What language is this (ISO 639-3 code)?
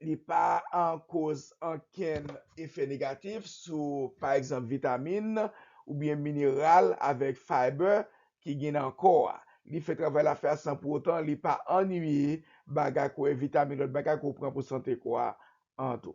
hat